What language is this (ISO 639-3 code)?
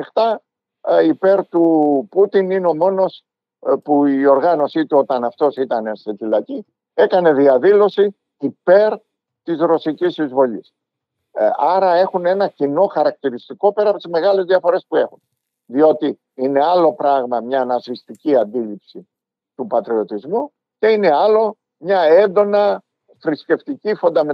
ell